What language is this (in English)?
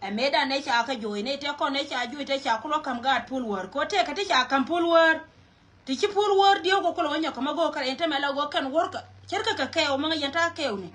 Nuer